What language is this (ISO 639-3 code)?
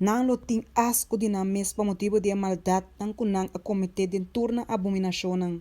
pap